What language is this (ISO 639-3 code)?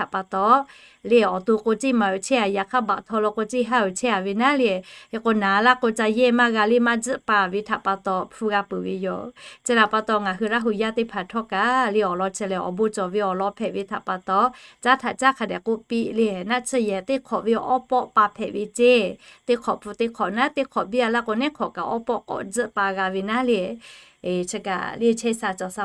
lhu